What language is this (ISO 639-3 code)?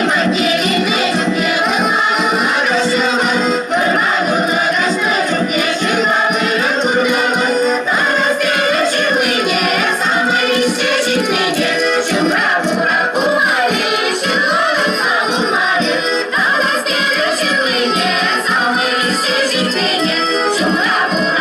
chv